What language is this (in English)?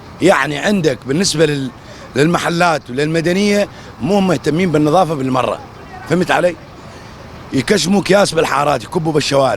North Levantine Arabic